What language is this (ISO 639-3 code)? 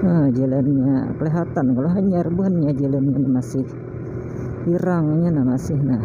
bjn